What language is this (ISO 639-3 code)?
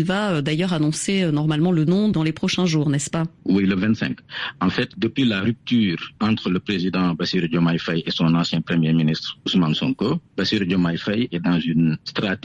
fra